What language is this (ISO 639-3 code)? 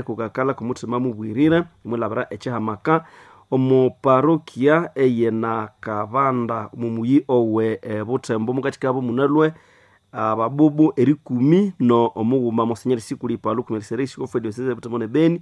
nnb